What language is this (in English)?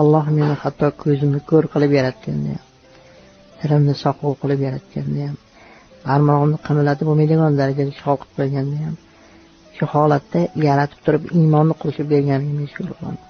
Uzbek